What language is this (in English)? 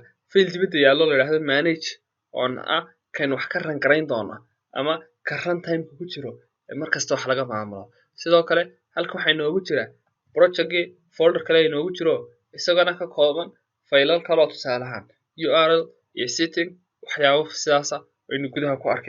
Somali